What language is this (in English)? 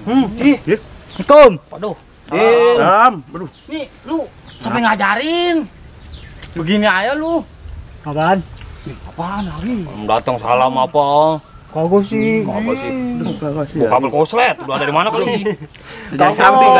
Betawi